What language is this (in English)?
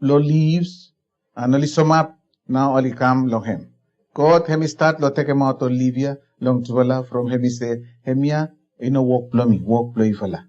Bislama